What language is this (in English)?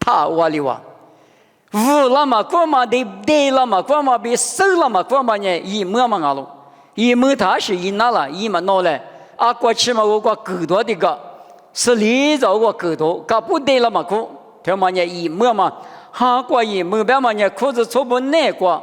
Lisu